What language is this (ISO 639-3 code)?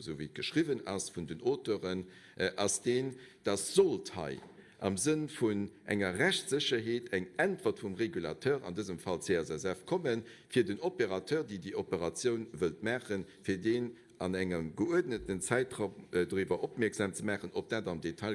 ltz